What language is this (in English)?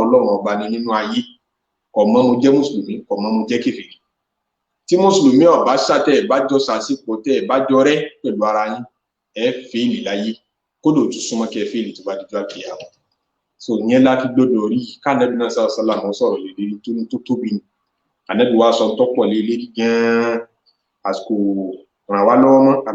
Yoruba